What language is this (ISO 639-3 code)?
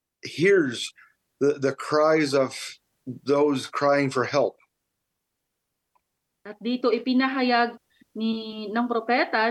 fil